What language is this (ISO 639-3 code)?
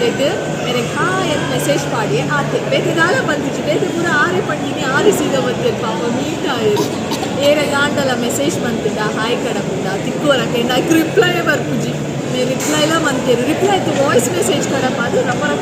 tcy